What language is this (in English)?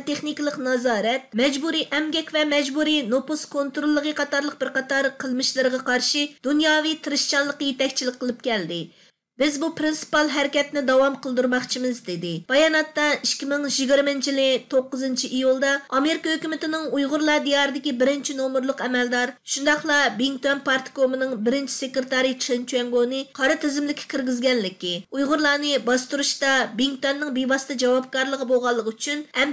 Uyghur